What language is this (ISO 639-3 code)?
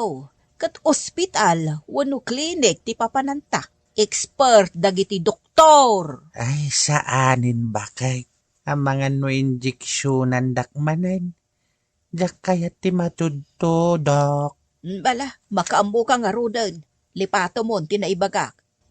ilo